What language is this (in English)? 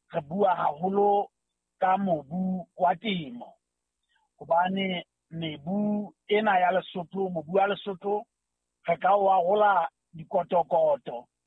Southern Sotho